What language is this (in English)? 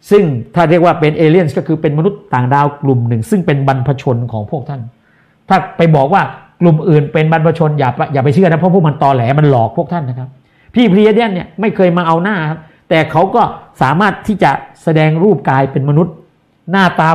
Thai